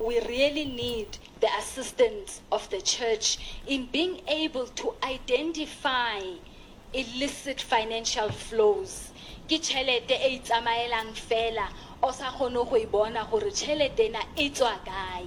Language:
Southern Sotho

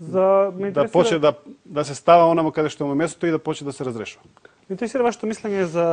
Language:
Macedonian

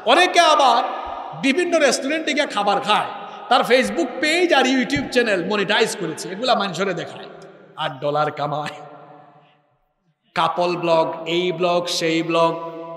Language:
Bangla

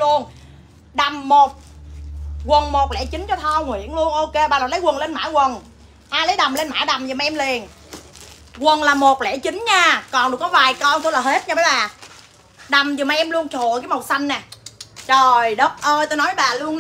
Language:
Vietnamese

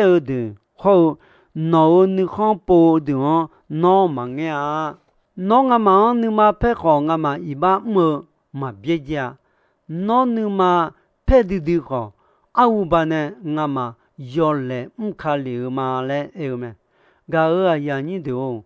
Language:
Akha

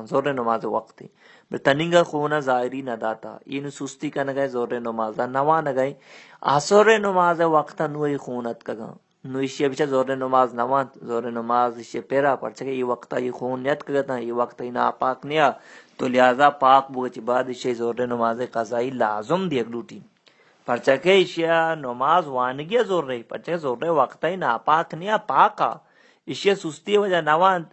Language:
Baluchi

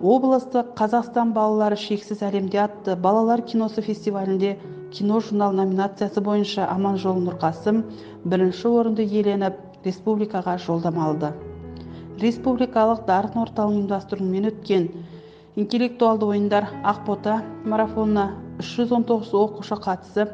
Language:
Kazakh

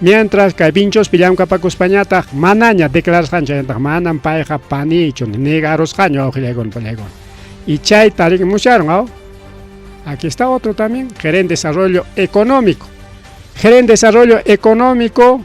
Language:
Ayacucho Quechua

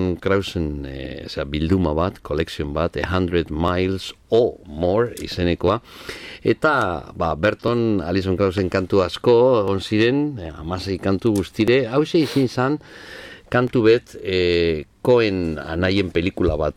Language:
Basque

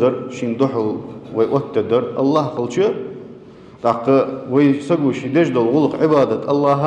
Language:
Ingush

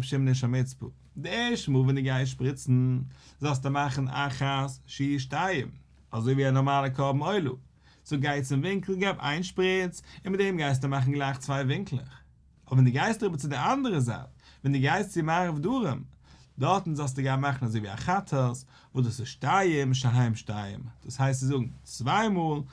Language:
Yiddish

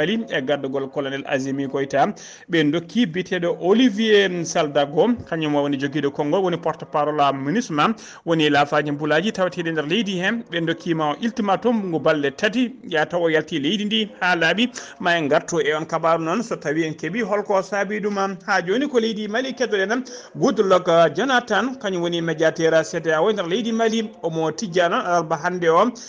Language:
Fula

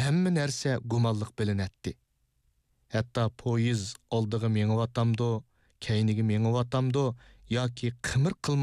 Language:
Uyghur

